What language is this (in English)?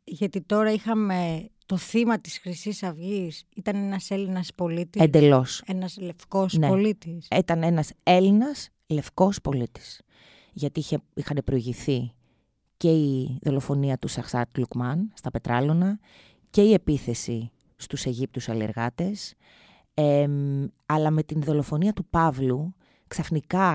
Greek